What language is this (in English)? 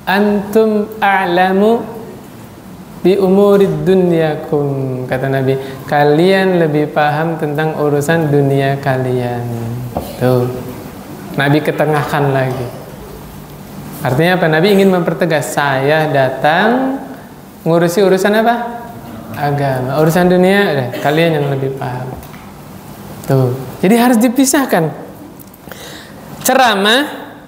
Indonesian